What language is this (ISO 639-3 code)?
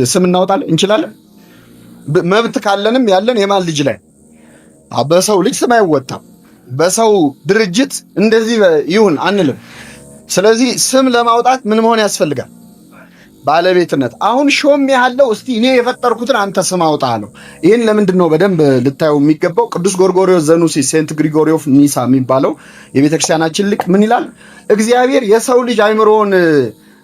amh